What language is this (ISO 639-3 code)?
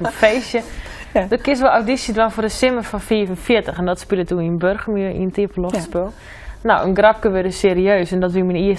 fry